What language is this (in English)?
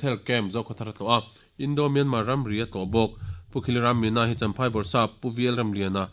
Mizo